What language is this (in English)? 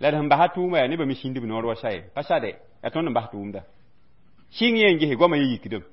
Mossi